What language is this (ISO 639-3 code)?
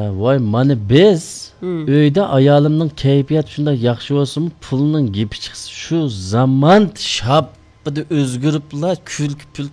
uig